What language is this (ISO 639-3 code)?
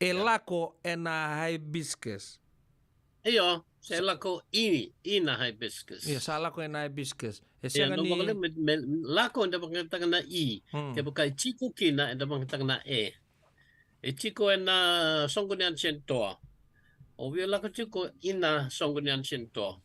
fij